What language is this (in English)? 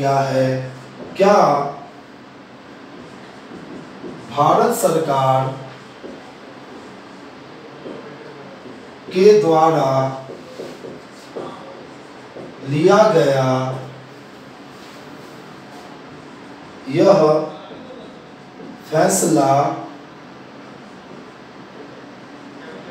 Hindi